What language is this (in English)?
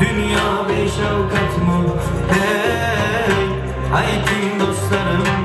Turkmen